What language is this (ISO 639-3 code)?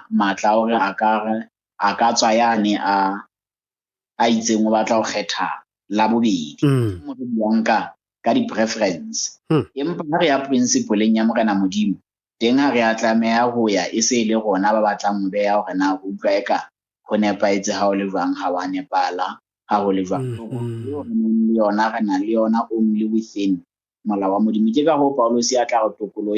sot